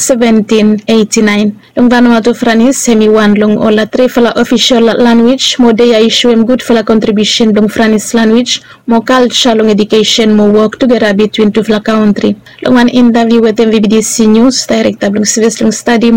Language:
Bislama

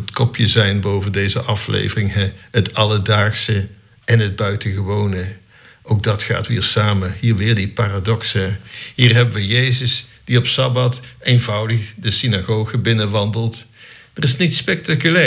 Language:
Dutch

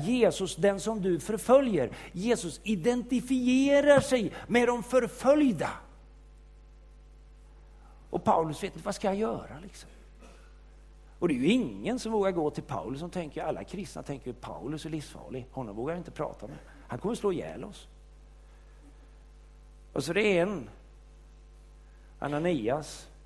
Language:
Swedish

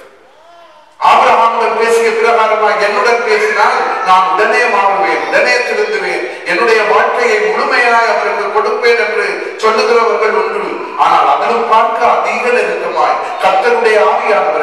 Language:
Tamil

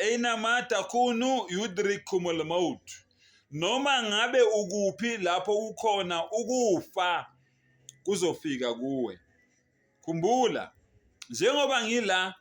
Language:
Zulu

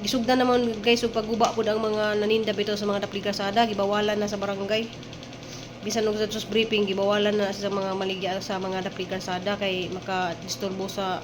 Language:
Cebuano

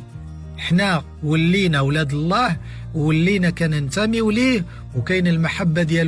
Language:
Moroccan Arabic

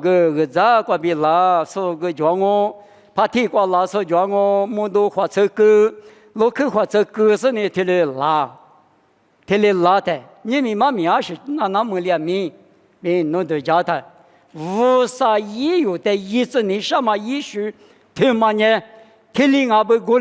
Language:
Lisu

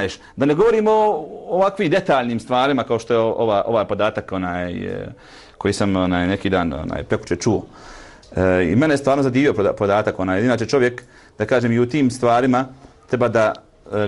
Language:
Bosnian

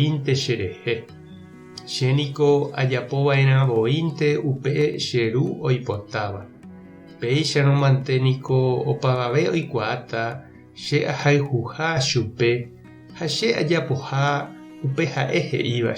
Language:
Guarani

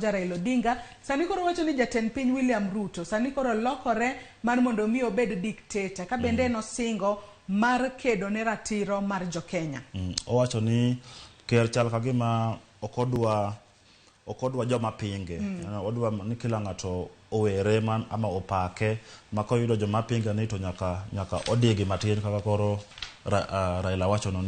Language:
Luo (Kenya and Tanzania)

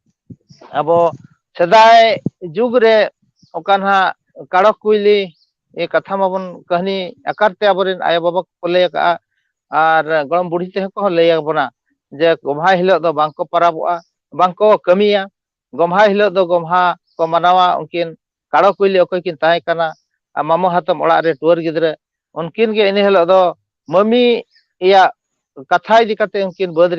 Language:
Santali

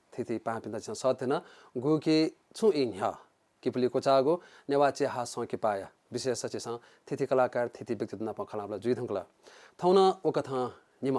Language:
Newari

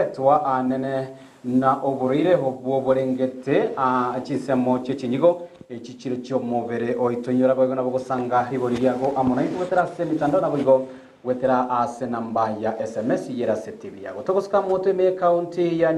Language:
Gusii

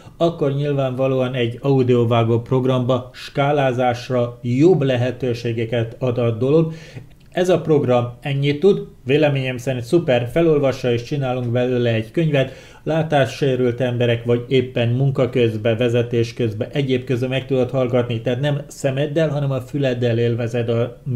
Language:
Hungarian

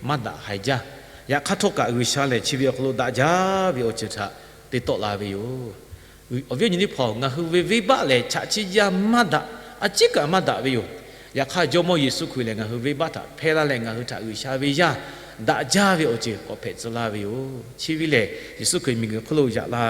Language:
Lahu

